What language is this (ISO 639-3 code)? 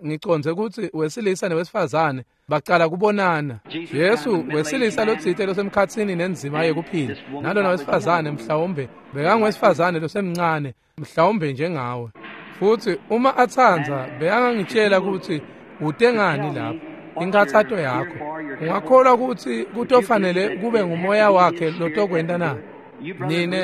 ssw